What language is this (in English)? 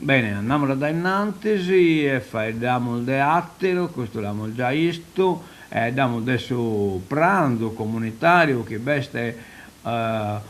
Sardinian